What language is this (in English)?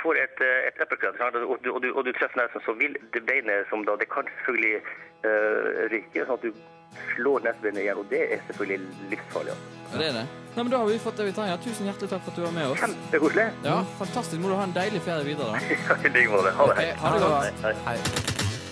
Norwegian